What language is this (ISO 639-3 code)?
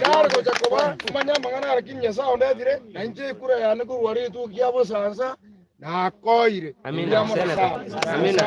guz